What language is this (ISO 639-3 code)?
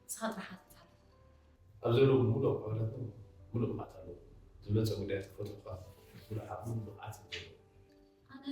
tir